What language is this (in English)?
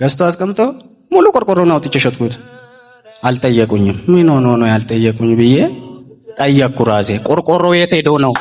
Amharic